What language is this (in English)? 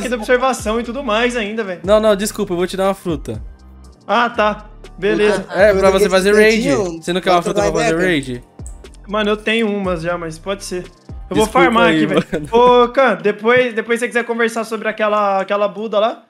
Portuguese